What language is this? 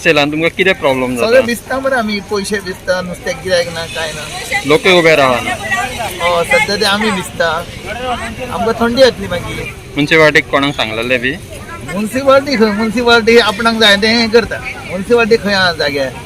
Konkani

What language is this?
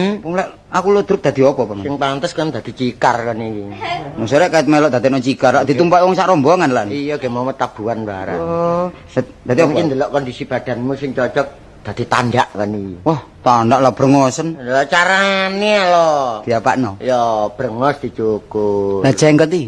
Javanese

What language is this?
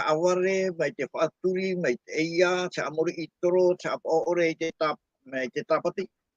Tahitian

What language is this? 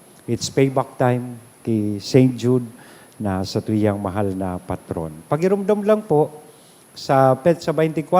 Bikol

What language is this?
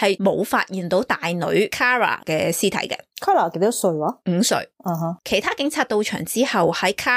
Cantonese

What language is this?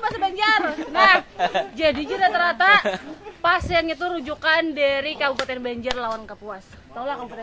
Banjar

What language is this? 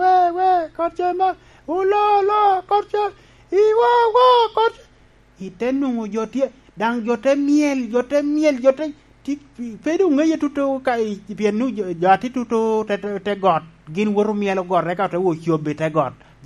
Lango (Uganda)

